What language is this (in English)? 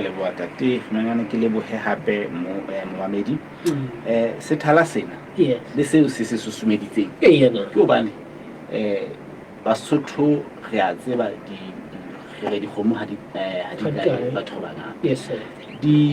Southern Sotho